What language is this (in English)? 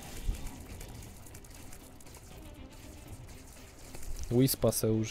Polish